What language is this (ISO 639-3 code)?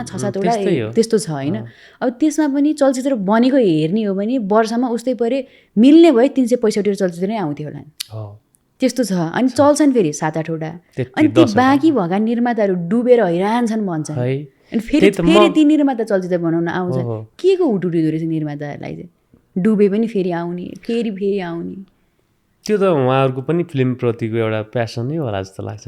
nep